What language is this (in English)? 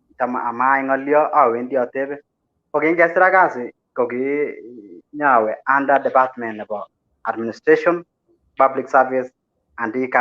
Kalenjin